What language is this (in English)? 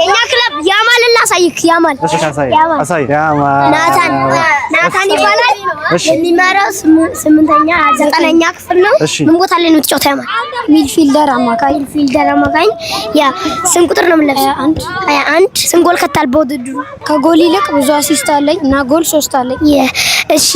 Amharic